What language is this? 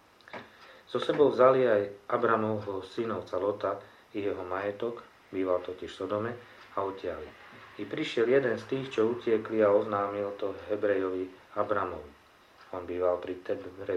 Slovak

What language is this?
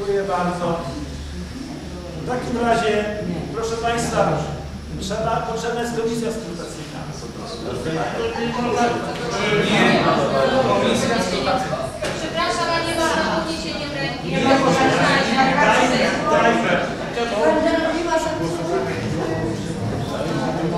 Polish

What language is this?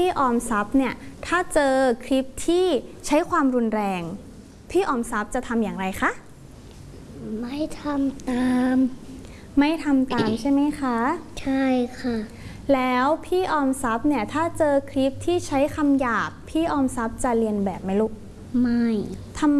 Thai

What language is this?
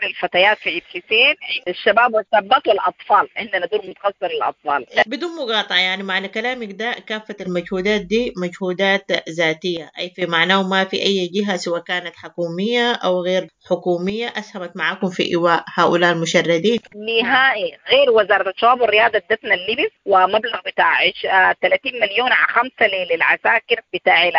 Sudanese Arabic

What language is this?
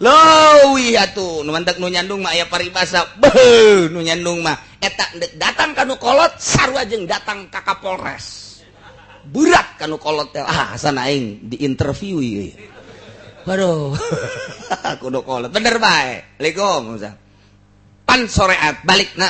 Sundanese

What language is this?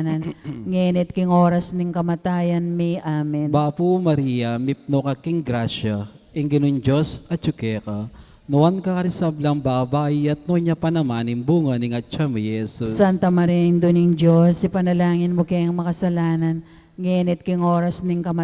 Pampanga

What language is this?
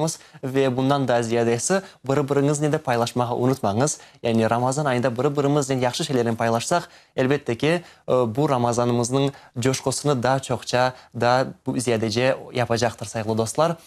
Crimean Tatar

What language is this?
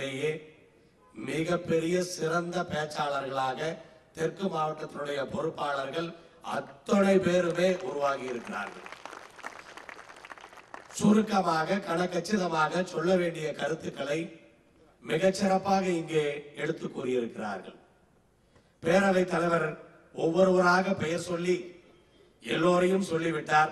Tamil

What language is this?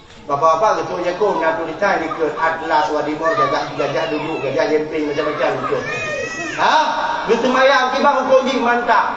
Achinese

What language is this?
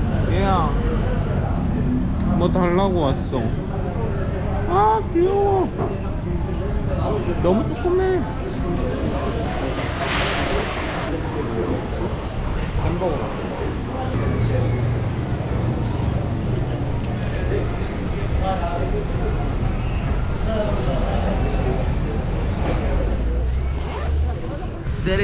Korean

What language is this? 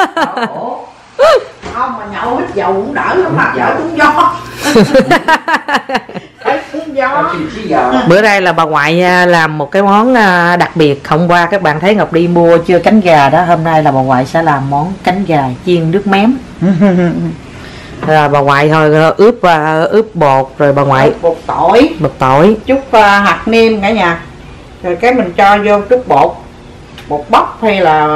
Vietnamese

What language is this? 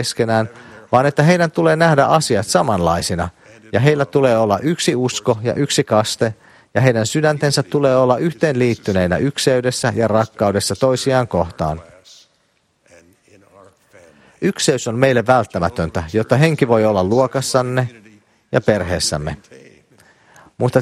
Finnish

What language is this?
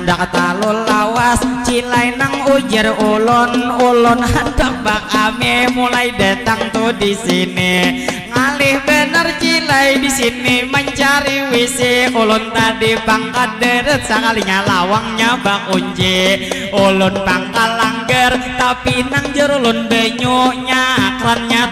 Banjar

